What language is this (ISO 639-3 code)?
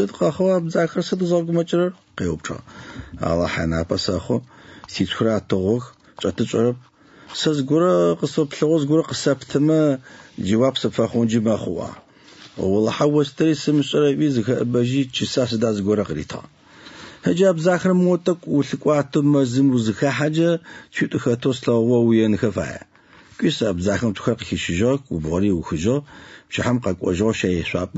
ady